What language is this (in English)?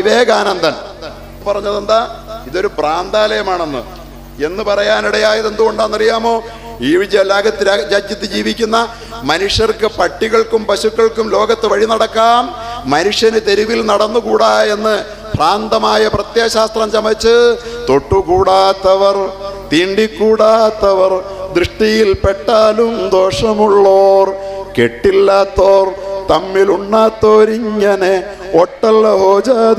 Malayalam